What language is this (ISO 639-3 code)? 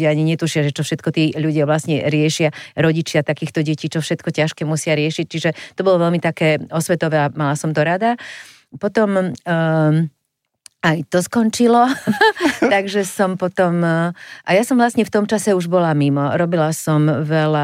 slk